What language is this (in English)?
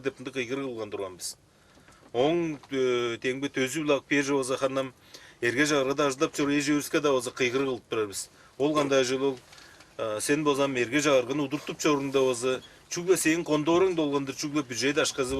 Tuvinian